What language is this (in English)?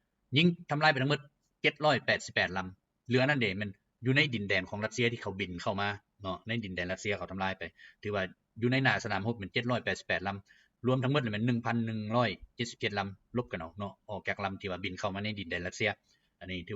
Lao